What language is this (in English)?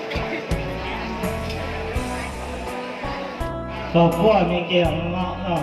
Lao